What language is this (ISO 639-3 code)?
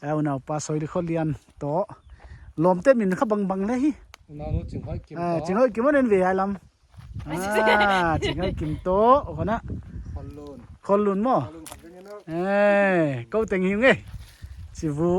pck